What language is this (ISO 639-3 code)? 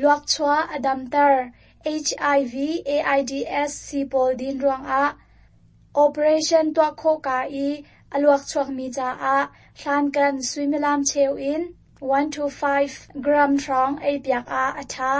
cnh